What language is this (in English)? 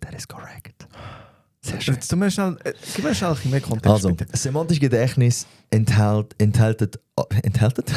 Swiss German